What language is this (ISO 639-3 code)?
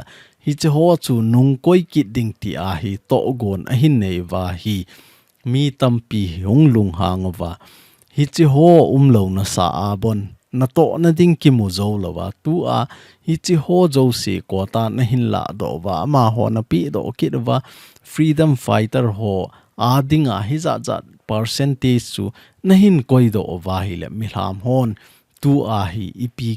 tcz